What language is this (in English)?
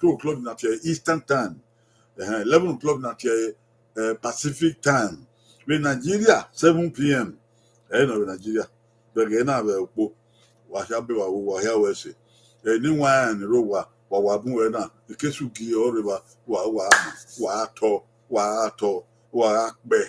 Bini